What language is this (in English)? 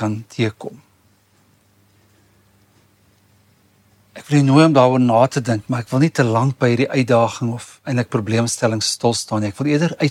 Afrikaans